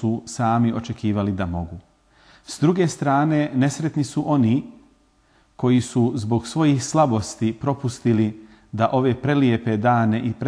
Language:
Bosnian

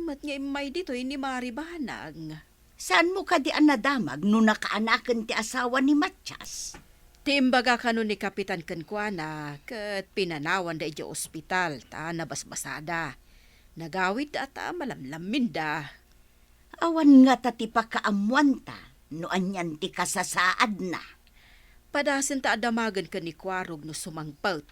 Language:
Iloko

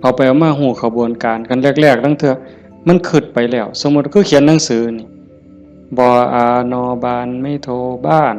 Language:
Northeastern Thai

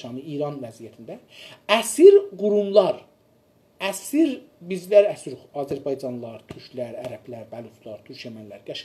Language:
South Azerbaijani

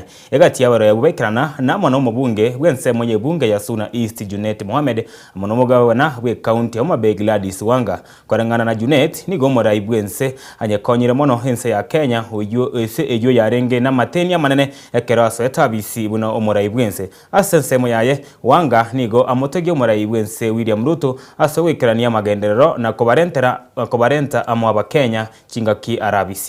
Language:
Gusii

